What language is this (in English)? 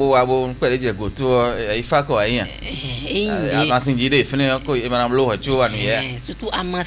Fon